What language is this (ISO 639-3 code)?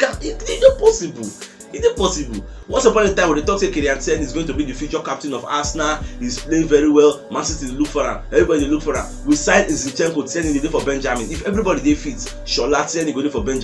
pcm